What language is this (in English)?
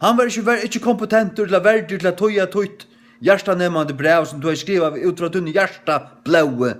Faroese